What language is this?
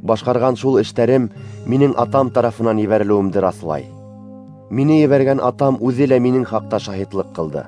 Bashkir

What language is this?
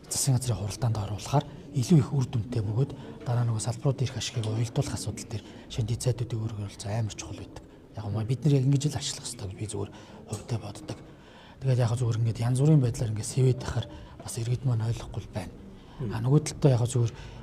Mongolian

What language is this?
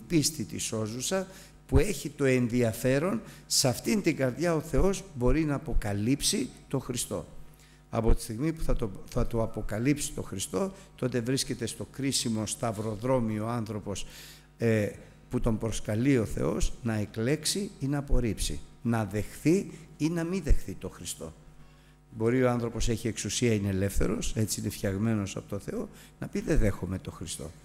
Greek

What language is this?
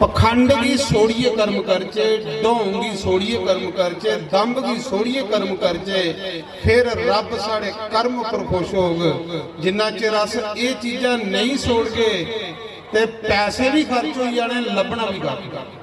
Dogri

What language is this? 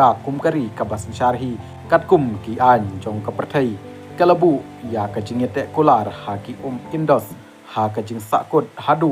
Khasi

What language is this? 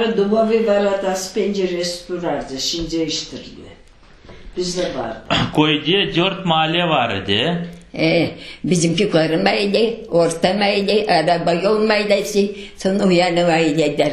Crimean Tatar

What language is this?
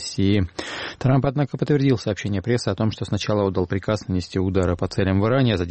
Russian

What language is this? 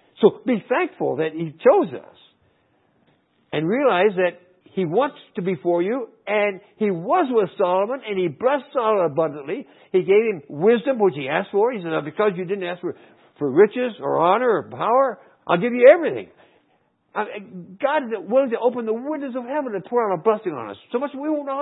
English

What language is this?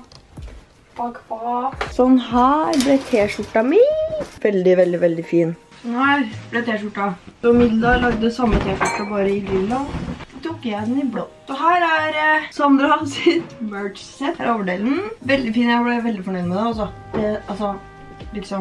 Norwegian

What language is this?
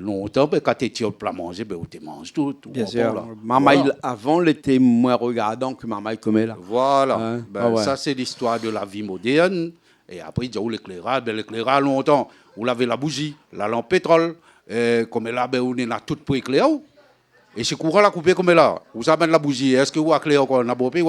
Réunion Creole French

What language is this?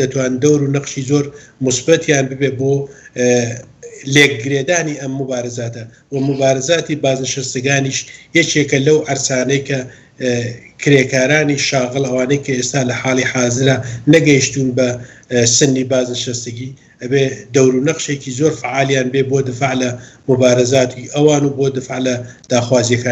Central Kurdish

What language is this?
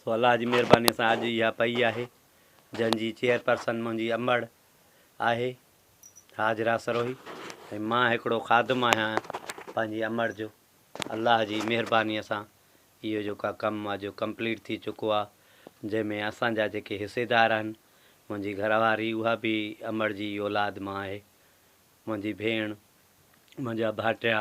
Sindhi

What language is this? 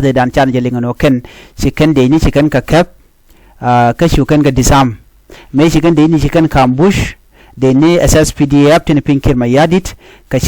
Nuer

